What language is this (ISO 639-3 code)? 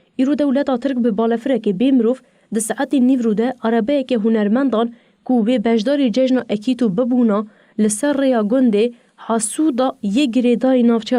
kur